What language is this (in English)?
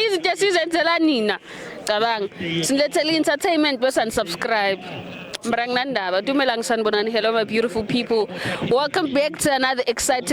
Zulu